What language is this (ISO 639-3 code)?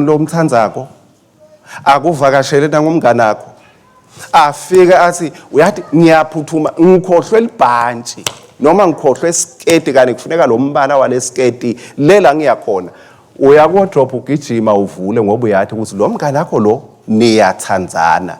ssw